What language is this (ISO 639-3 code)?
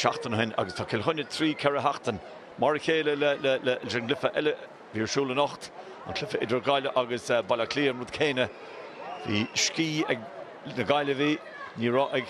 gle